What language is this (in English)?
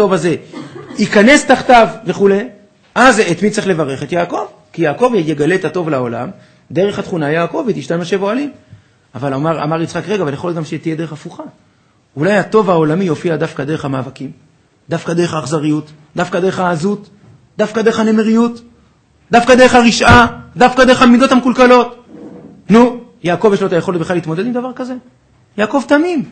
Hebrew